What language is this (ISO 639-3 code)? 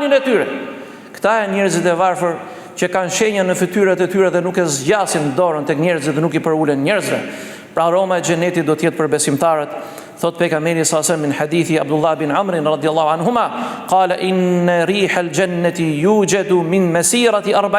sqi